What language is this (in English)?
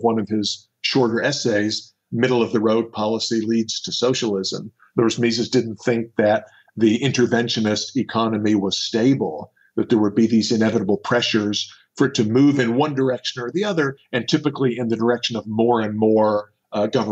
English